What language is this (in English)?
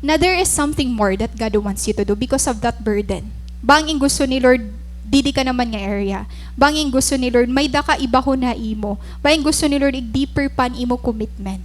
Waray